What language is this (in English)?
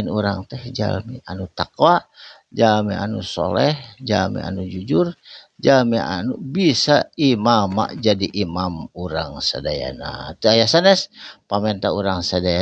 Sundanese